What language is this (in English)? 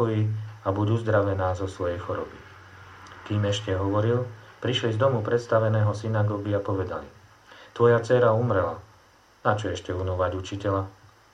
Slovak